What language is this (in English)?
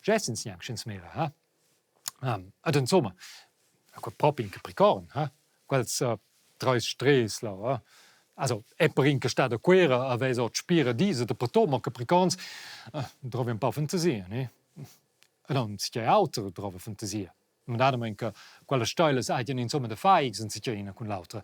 Romansh